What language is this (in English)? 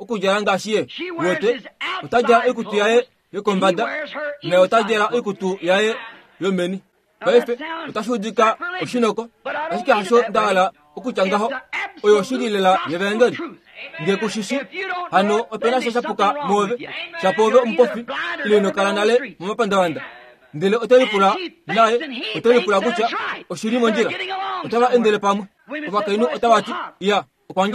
Kuanyama